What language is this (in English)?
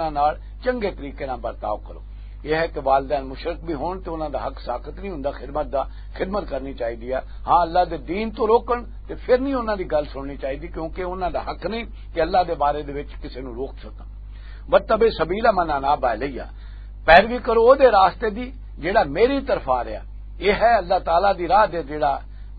Western Panjabi